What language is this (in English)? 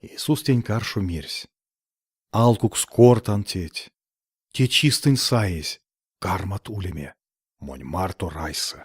Erzya